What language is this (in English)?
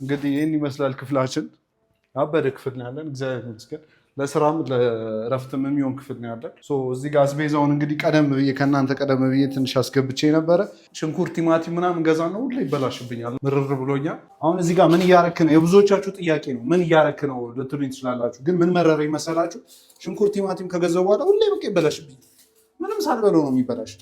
Amharic